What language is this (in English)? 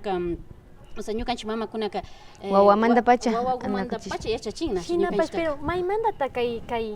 Imbabura Highland Quichua